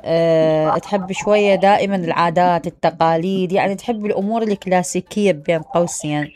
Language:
Mesopotamian Arabic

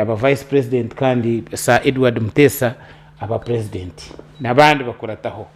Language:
Nyankole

